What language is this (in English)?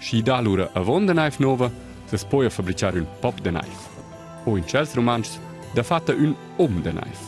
Romansh